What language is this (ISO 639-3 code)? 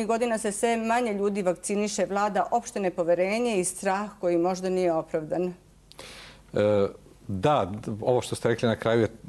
srp